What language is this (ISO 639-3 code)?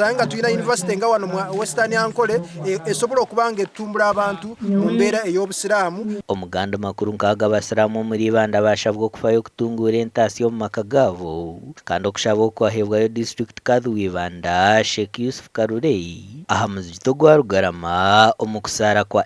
nyn